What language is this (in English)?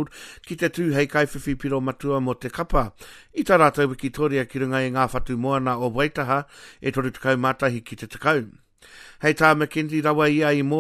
Māori